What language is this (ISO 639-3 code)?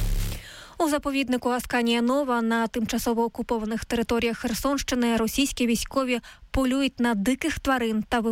ukr